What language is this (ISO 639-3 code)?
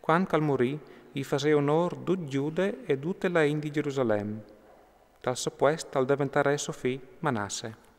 fur